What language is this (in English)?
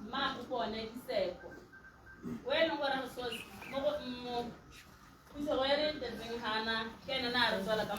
Tswana